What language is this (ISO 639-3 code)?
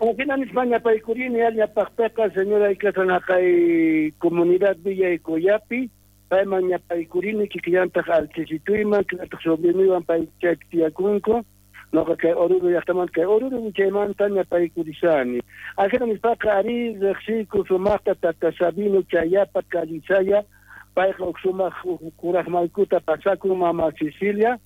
quh